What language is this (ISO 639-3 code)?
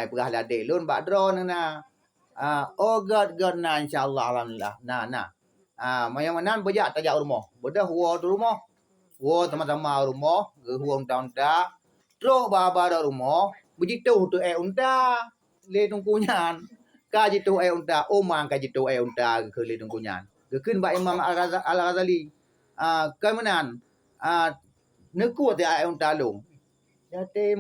ace